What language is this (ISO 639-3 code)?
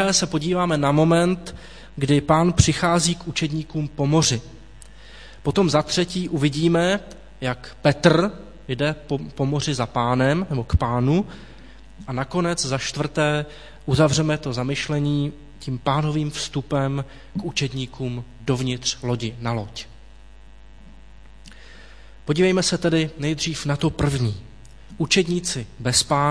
ces